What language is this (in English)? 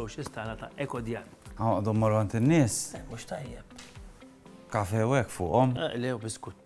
Maltese